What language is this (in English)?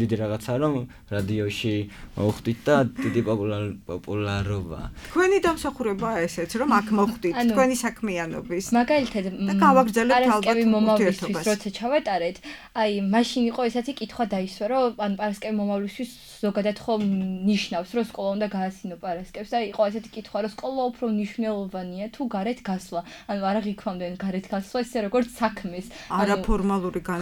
Georgian